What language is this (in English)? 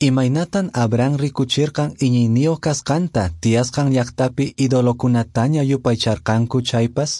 Quechua